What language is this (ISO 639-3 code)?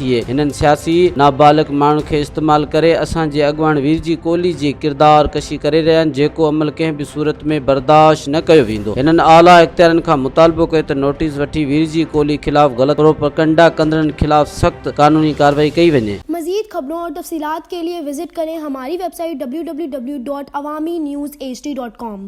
snd